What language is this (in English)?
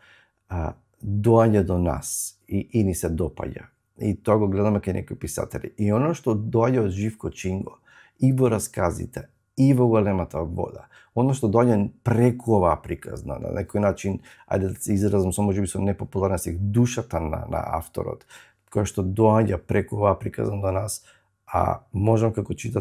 Macedonian